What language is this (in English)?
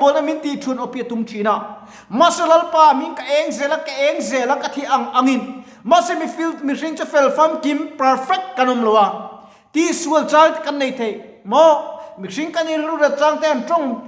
Mizo